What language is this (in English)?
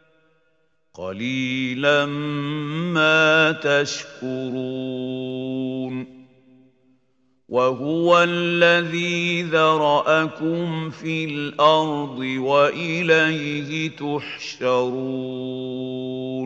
Arabic